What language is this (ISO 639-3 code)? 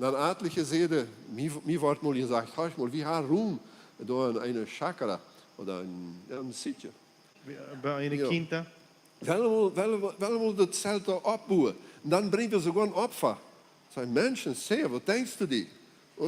pdt